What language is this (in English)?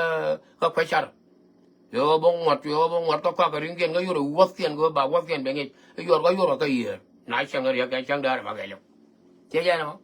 Nuer